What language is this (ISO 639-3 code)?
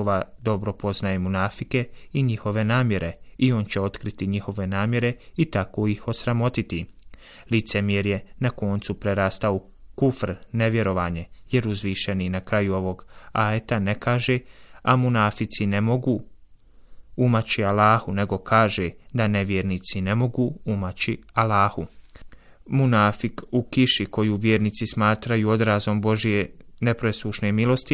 bos